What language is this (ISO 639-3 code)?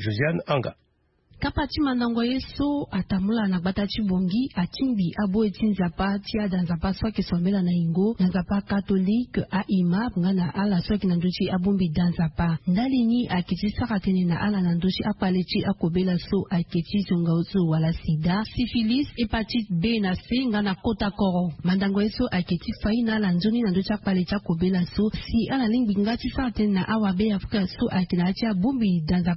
sag